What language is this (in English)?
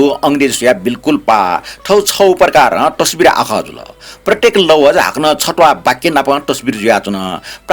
Newari